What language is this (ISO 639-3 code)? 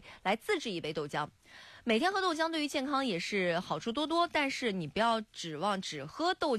zho